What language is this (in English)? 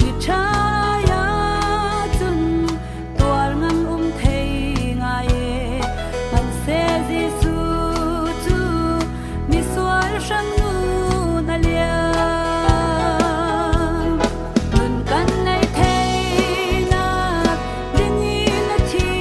Falam Chin